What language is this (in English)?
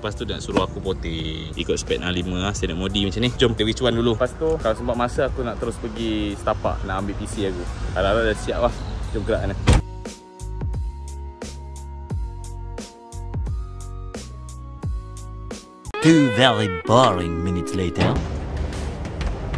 Malay